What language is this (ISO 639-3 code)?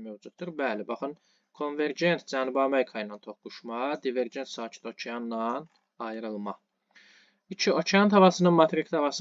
aze